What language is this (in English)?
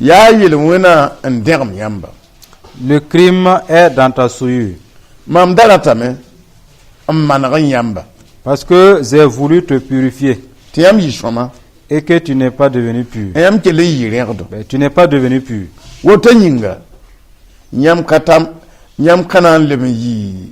Mossi